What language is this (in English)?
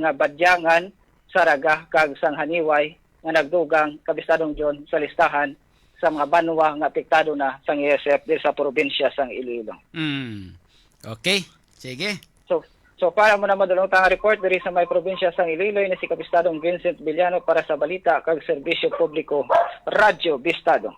Hiligaynon